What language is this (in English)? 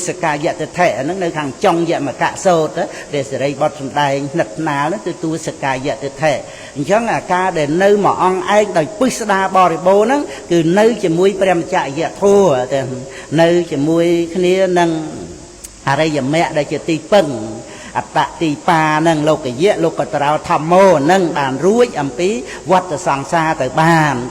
Khmer